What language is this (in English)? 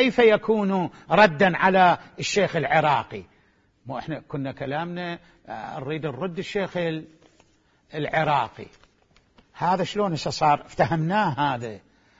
Mesopotamian Arabic